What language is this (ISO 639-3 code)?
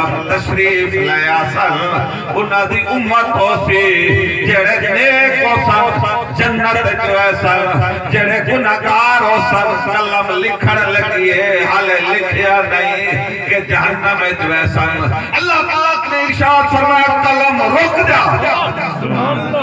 skr